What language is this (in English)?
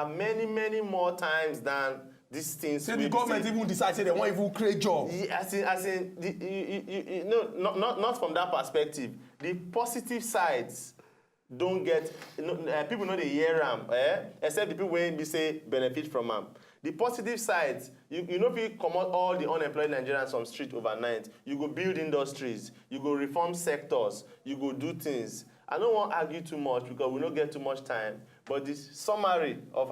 Nigerian Pidgin